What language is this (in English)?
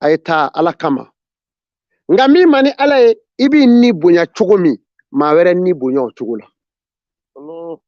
Bambara